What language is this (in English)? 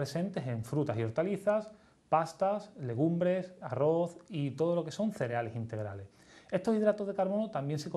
Spanish